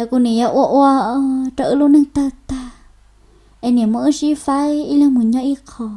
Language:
Hmong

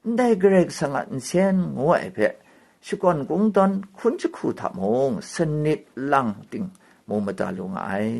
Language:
Kachin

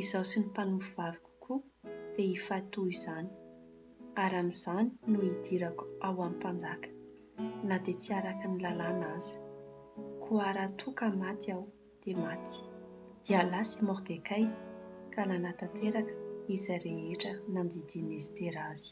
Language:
Malagasy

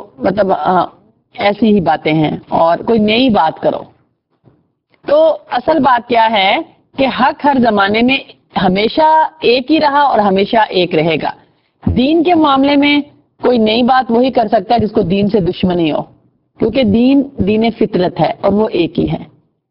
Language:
Urdu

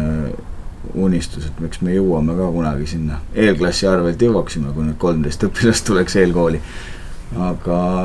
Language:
Estonian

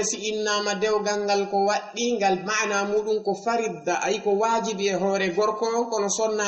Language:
Fula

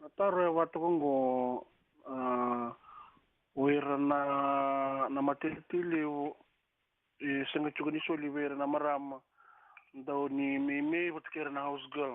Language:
Fijian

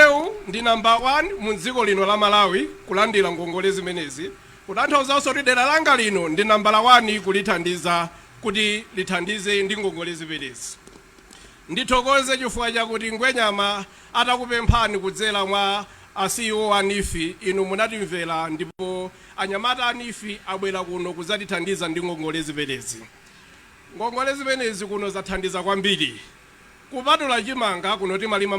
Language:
Nyanja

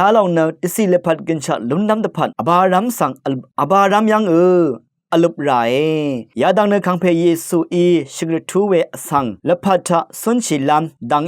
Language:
Rawang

